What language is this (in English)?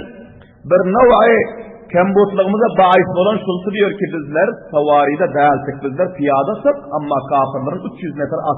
Turkmen